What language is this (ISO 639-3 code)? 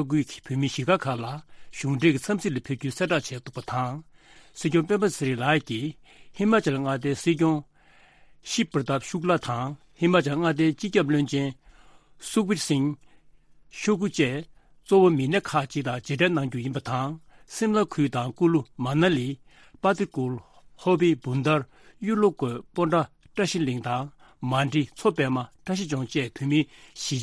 bod